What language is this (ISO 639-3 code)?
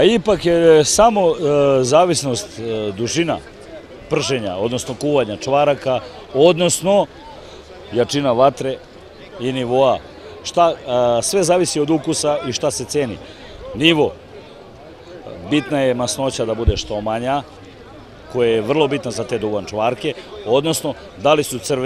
srp